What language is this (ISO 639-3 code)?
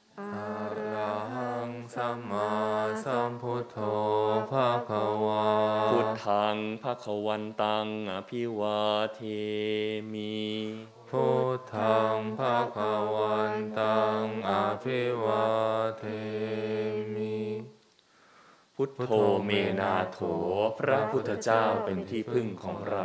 tha